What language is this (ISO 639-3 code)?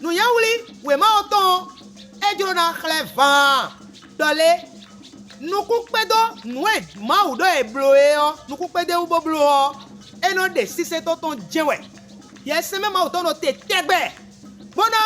fon